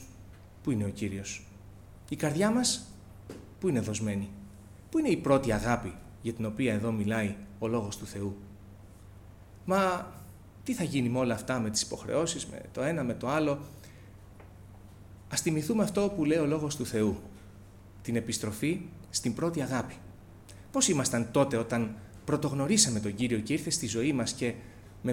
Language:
Greek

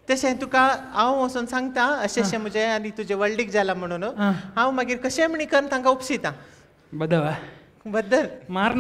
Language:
Konkani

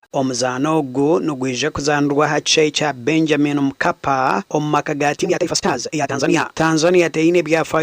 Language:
Nyankole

